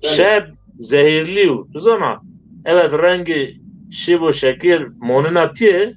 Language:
Zaza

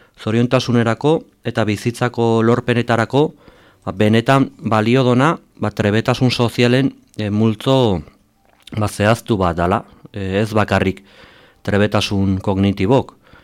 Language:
Basque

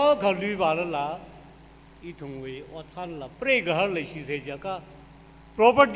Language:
Tangkhul Naga (India)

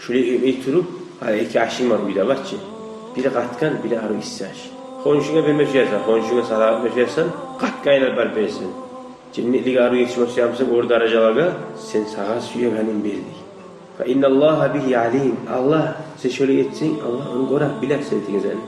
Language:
Kumyk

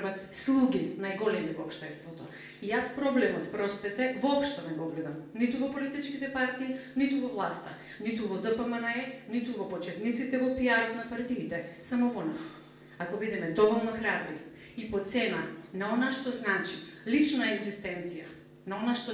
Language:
Macedonian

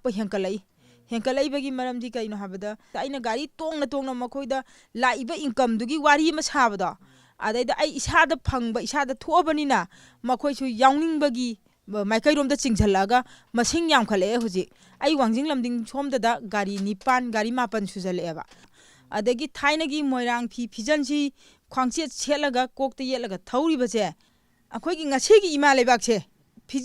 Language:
Manipuri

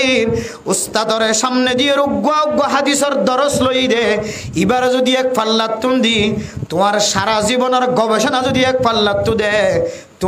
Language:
Rohingya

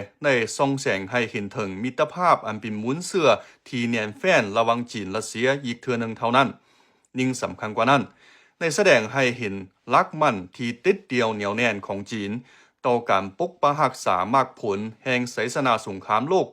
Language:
Lao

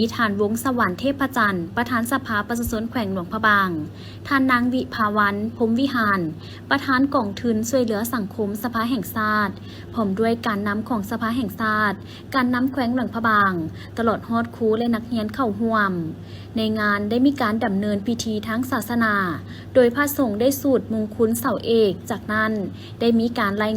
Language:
Lao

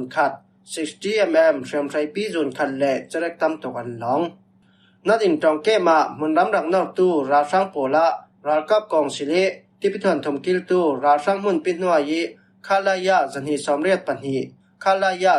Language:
Falam Chin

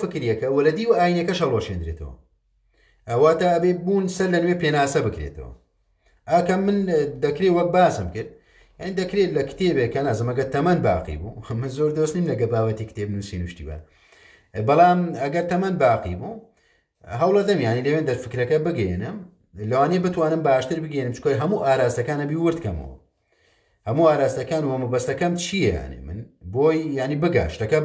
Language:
Central Kurdish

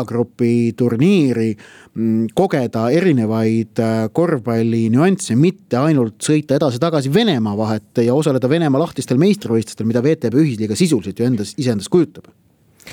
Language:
Estonian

